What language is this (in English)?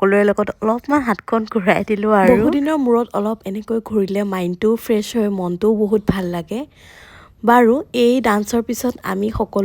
Assamese